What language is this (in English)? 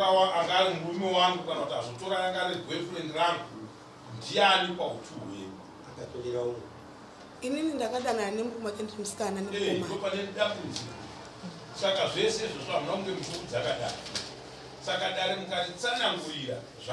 Shona